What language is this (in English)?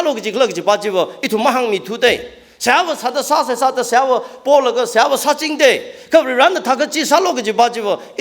Tangkhul Naga (India)